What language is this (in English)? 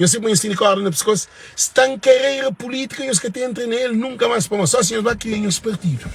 Kabuverdianu